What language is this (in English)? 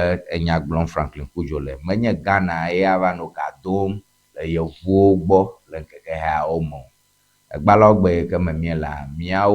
Ewe